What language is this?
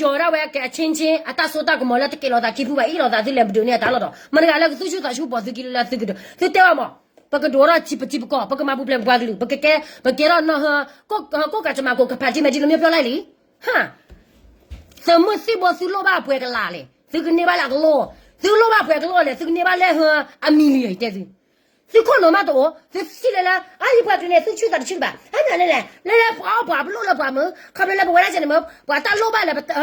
S'gaw Karen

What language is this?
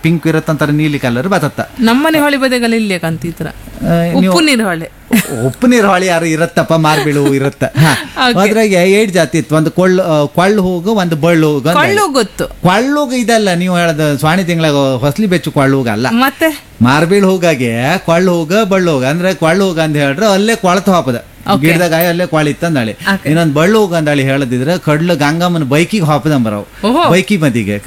Kannada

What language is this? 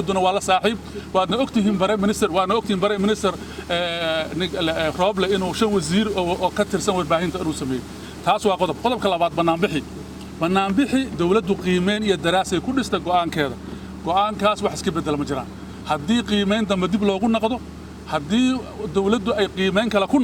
Somali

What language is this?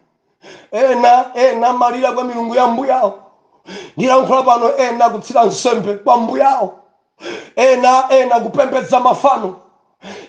Nyanja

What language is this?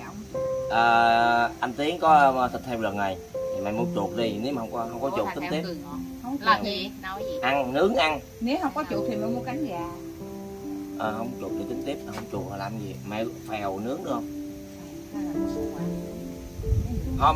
Vietnamese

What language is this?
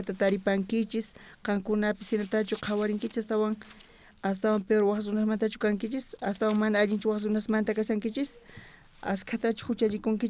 South Bolivian Quechua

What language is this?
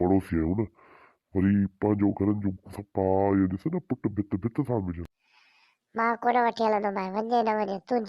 Sindhi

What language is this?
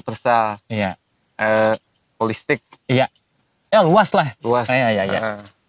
Banjar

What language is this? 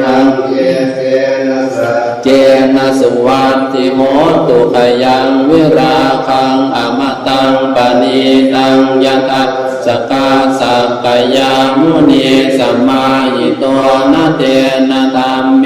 Pali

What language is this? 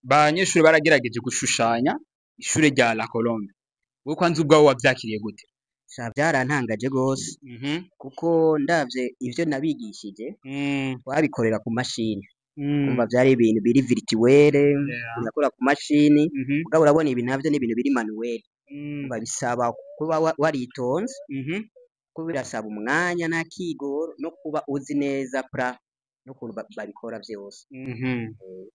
Rundi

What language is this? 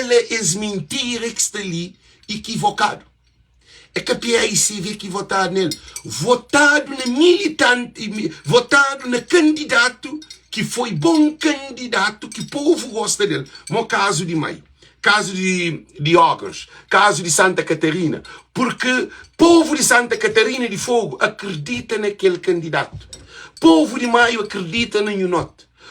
Kabuverdianu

